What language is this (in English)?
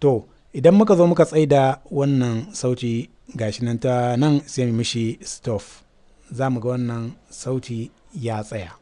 Hausa